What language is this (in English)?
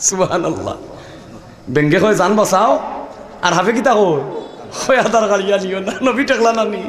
Sylheti